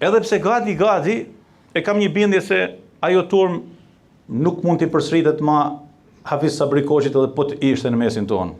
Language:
Albanian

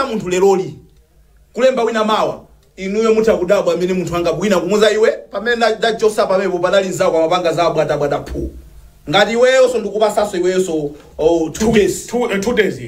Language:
Nyanja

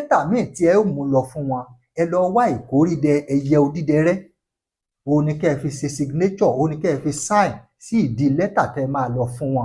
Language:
Yoruba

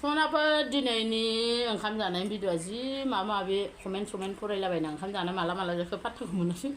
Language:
Bodo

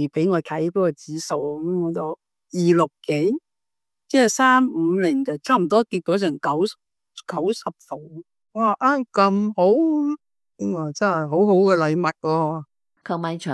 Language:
Cantonese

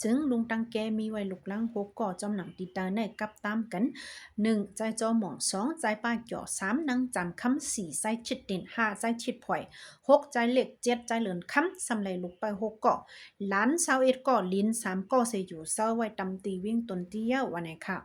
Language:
Shan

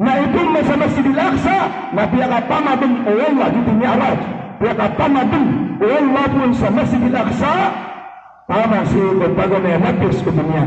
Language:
Maranao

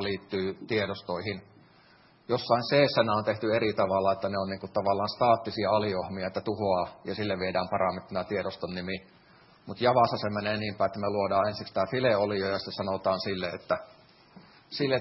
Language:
Finnish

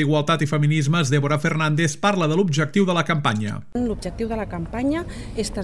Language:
Catalan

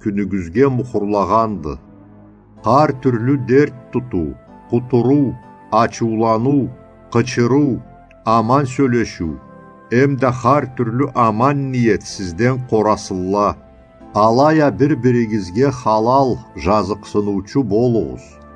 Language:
Karachay-Balkar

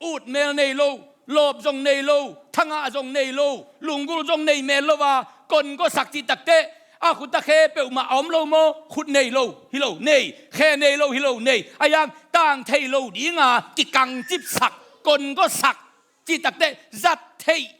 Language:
Tedim Chin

